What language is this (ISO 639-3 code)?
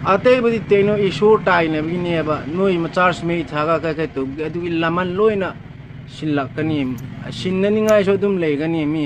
mni